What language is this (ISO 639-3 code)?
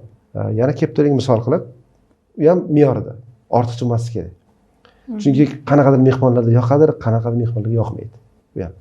uzb